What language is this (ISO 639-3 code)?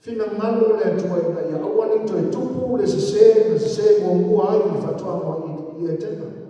smo